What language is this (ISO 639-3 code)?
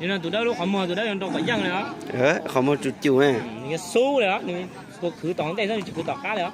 hmn